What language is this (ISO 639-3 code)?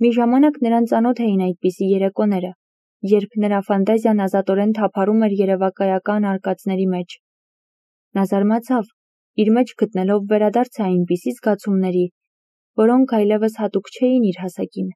hye